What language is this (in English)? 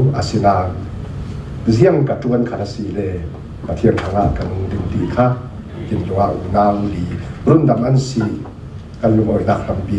Falam Chin